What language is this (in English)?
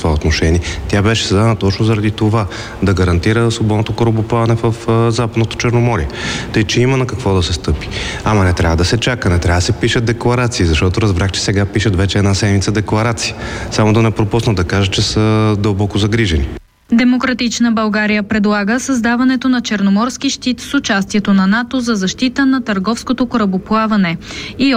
Bulgarian